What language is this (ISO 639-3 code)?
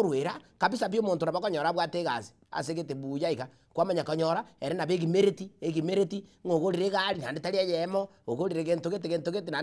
guz